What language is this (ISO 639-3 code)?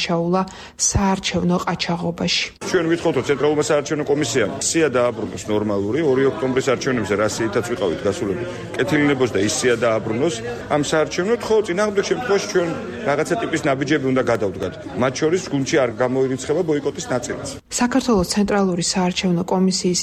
kat